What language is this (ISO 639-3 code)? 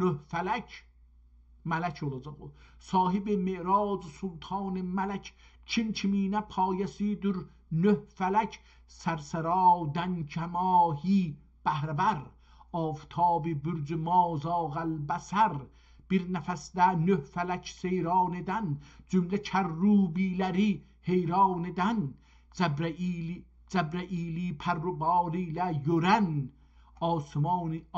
azb